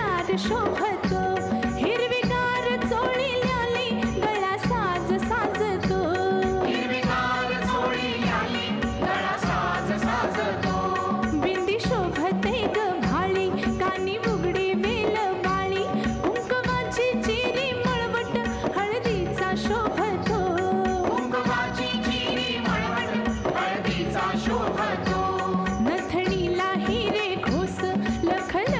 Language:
Marathi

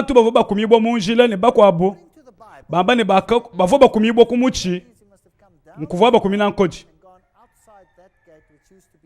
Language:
Luba-Lulua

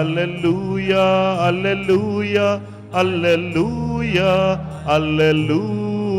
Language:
Pampanga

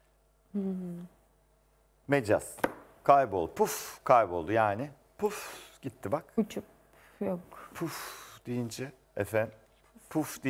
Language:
Turkish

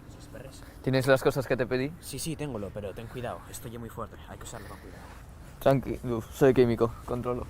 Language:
Asturian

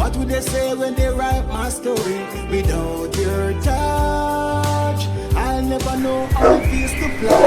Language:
Jamaican Creole English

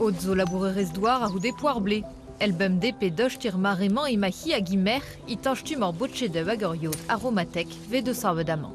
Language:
Breton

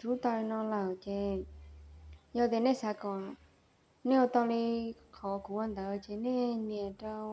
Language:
Hmong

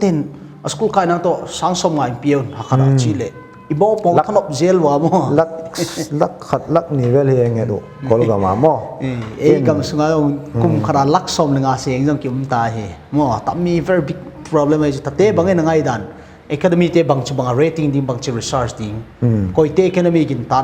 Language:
Paite Chin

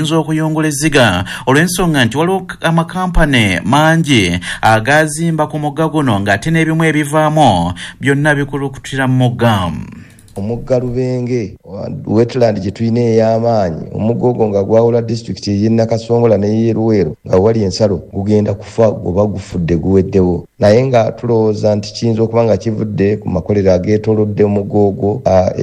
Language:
Ganda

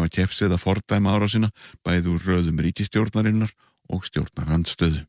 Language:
Icelandic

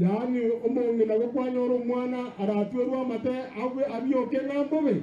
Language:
Gusii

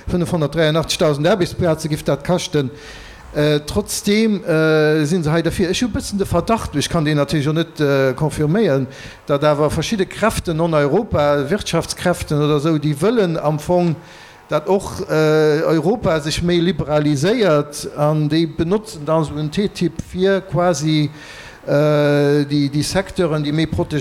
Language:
Luxembourgish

